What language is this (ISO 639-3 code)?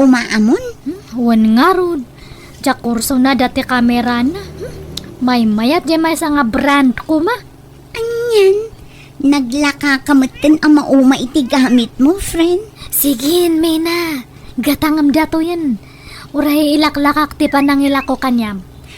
ilo